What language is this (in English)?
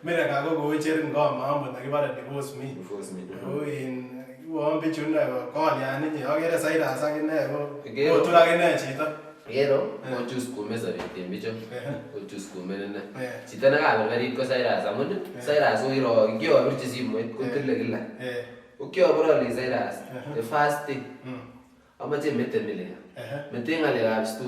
Kalenjin